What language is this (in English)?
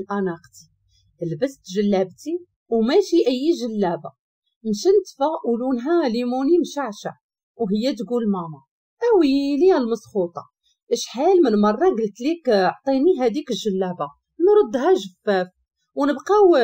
Moroccan Arabic